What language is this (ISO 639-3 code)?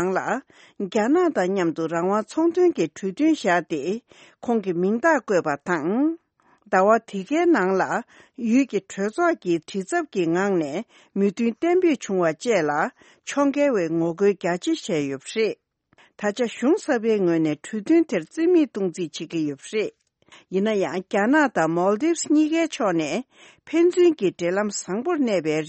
bod